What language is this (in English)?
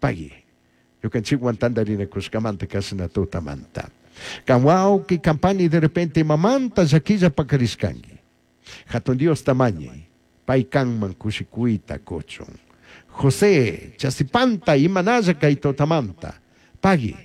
Chimborazo Highland Quichua